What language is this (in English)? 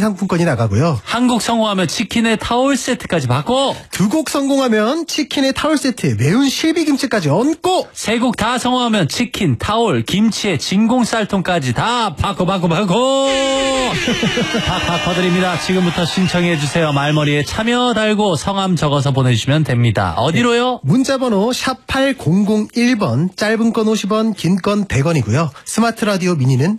Korean